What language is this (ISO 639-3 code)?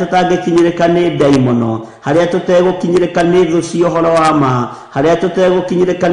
kik